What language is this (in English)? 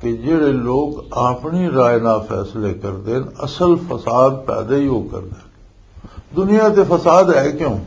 Western Panjabi